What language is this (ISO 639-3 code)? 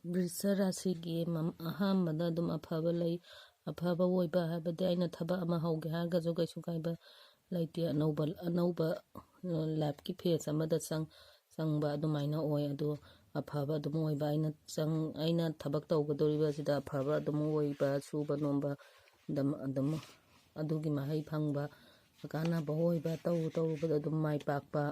mni